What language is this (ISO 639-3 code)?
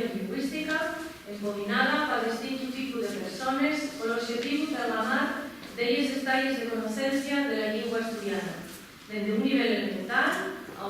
ast